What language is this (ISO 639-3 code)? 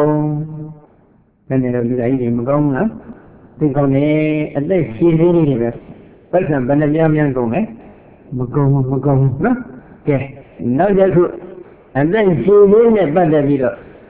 mya